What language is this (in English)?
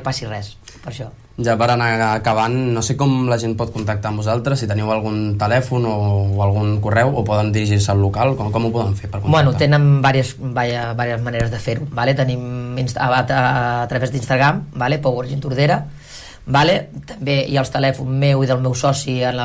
Catalan